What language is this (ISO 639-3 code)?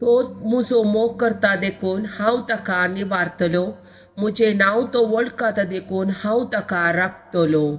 kok